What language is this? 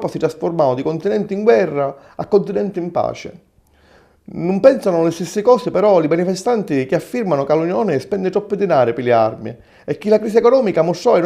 Sicilian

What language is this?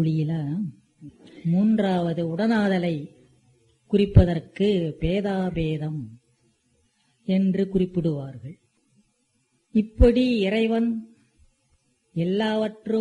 Tamil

